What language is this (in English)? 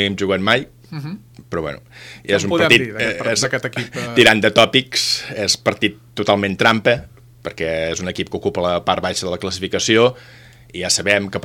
Catalan